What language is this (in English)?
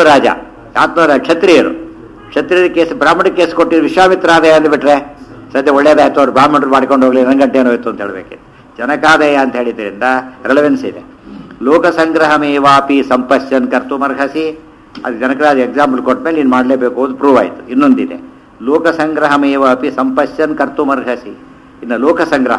Kannada